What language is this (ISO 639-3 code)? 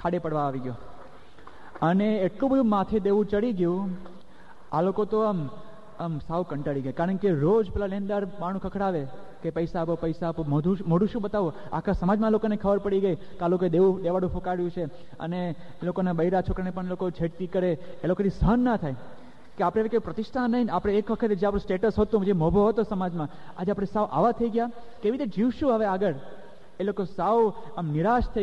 guj